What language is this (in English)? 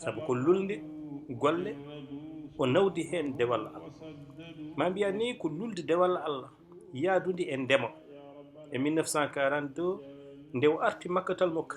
Fula